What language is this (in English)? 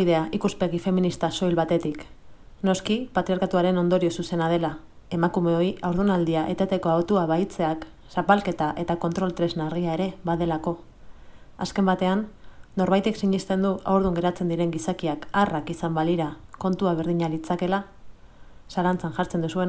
Basque